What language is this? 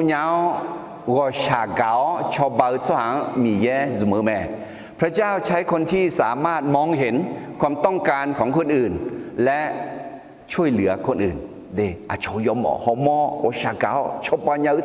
Akha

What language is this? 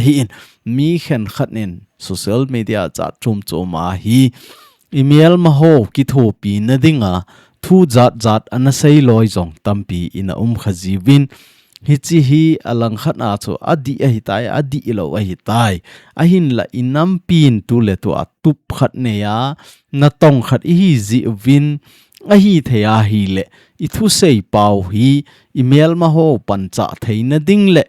Thado Chin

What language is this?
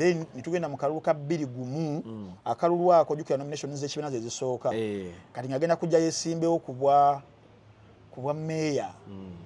Ganda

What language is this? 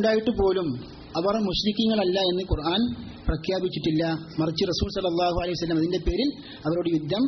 Malayalam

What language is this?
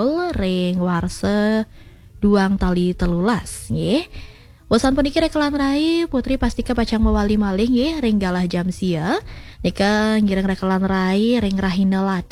Balinese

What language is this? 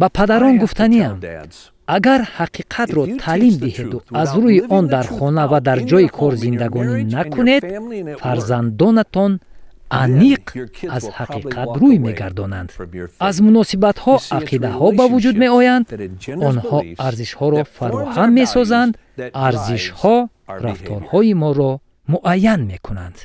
Tajik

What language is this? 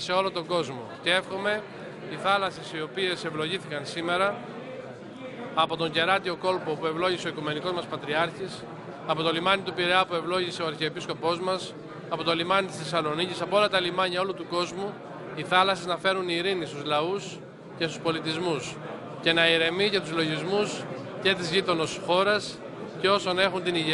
Greek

